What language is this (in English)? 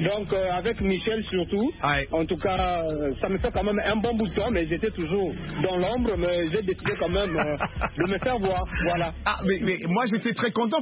French